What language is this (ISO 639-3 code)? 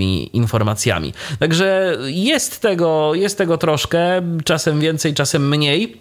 pol